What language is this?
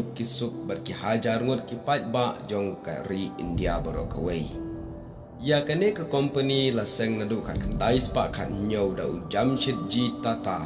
Khasi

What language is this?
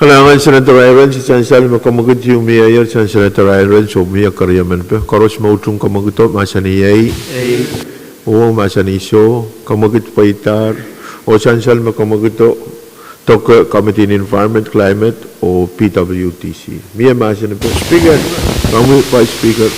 Pohnpeian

